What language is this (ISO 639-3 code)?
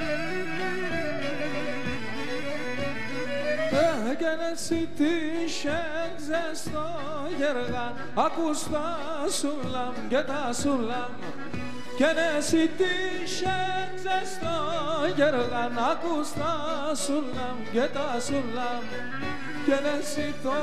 pnt